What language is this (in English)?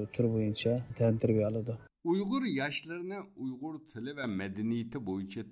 Uyghur